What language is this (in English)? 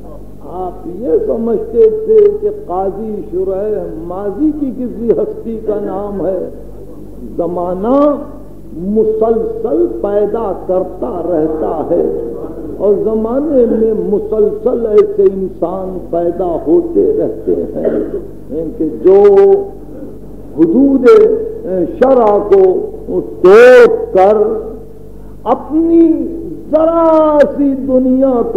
Urdu